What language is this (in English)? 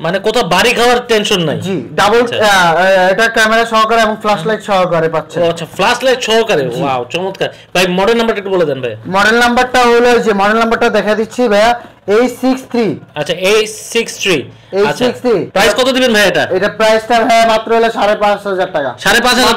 Bangla